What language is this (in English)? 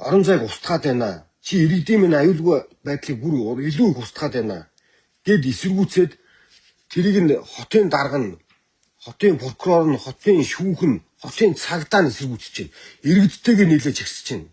Mongolian